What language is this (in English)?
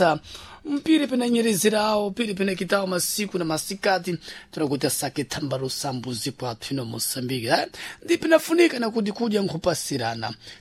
Sena